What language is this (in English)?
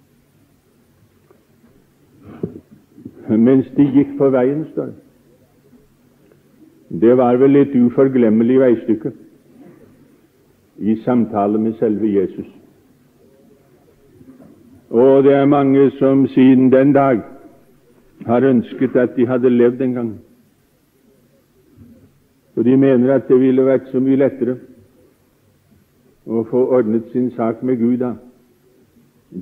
Norwegian